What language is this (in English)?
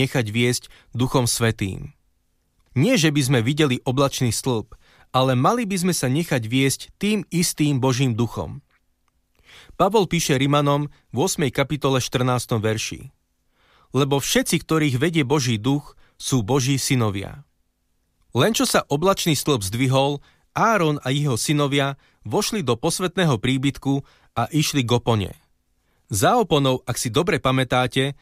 Slovak